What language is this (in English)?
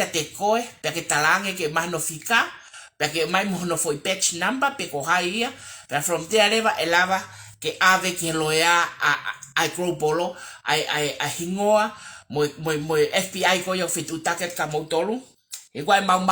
Tongan